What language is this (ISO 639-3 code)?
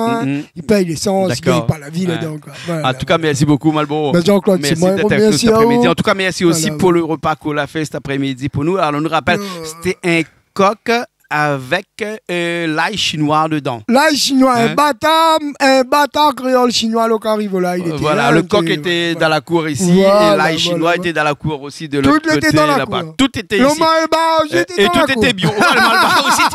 rcf